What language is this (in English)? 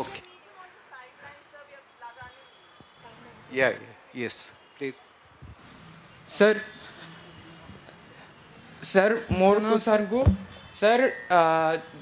Odia